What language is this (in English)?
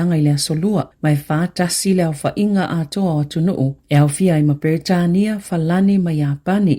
Samoan